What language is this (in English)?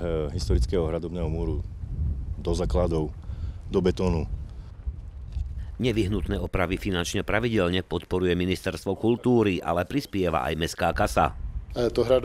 Slovak